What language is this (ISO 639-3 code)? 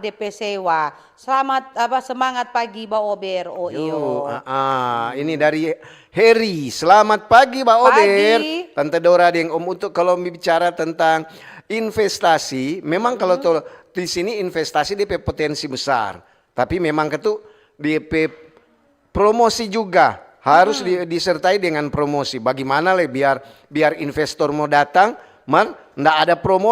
xmm